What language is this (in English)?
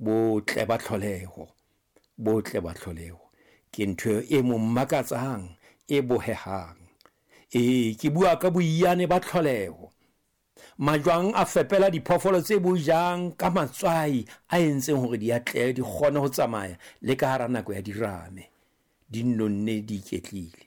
Southern Sotho